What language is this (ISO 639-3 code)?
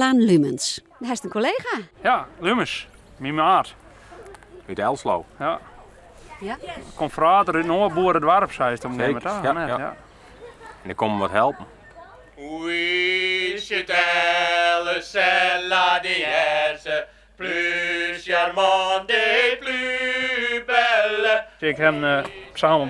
fry